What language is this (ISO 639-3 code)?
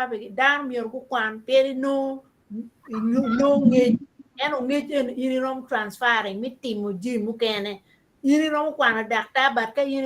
ach